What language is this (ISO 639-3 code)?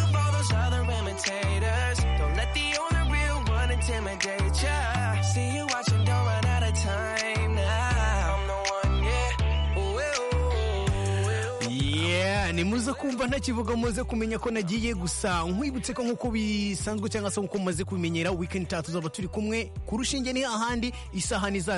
kin